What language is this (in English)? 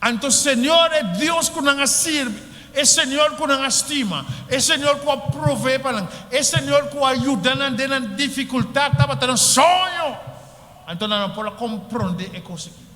Papiamento